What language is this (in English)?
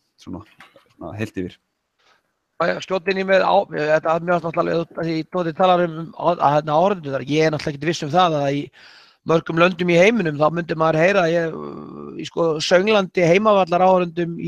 Icelandic